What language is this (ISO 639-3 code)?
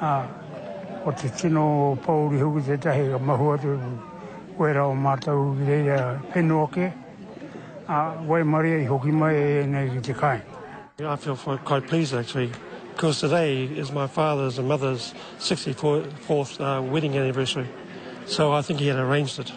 mri